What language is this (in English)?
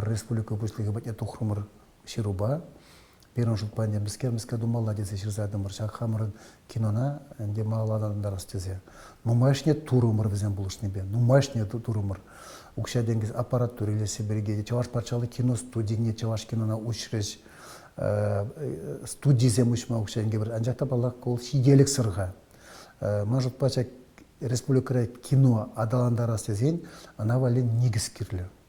Chuvash